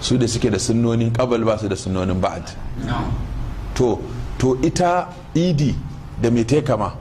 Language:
Hausa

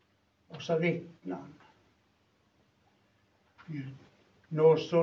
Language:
Norwegian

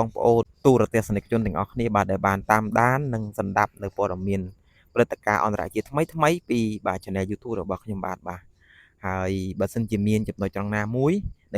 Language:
Khmer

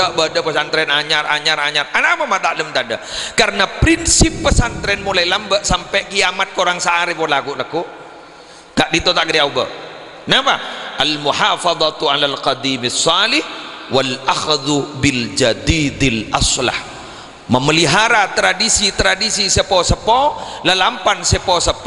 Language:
Madurese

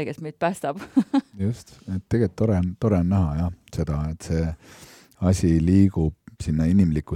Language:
Estonian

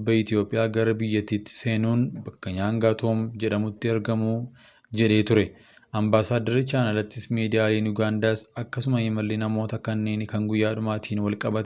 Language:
Oromo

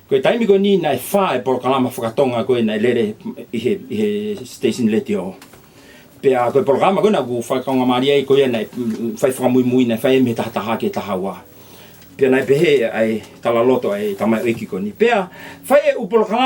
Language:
Tongan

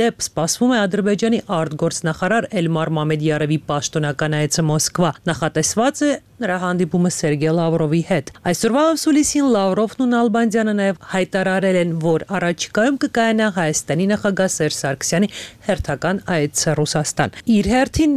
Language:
Armenian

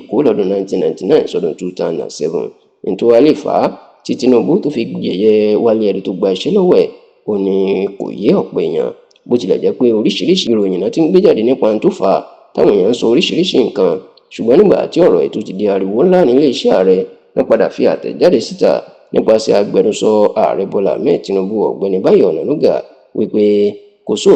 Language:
Yoruba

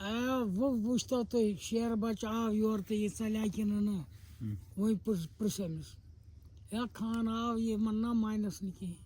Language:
Kashmiri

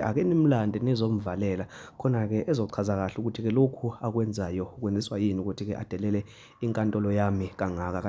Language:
Zulu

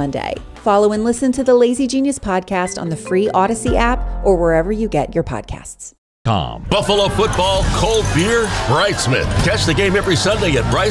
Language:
English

